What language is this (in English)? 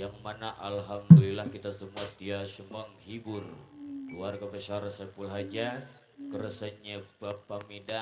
Betawi